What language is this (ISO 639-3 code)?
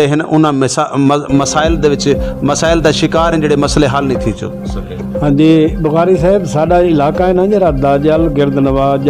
skr